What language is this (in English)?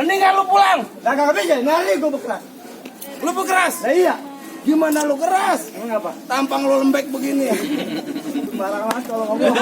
Betawi